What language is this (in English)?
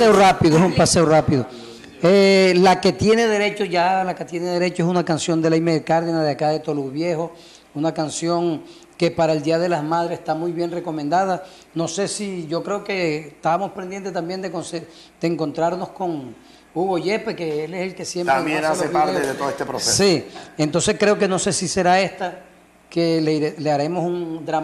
Spanish